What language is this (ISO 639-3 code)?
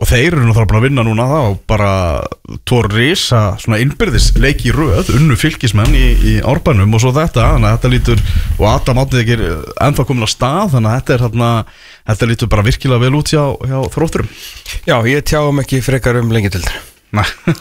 isl